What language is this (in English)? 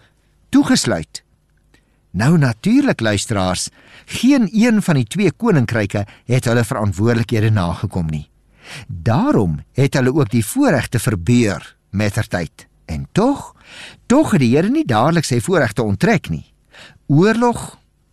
Afrikaans